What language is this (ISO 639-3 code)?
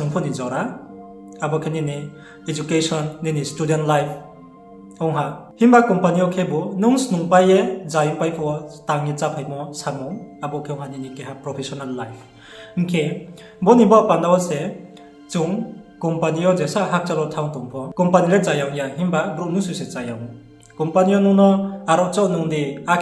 ria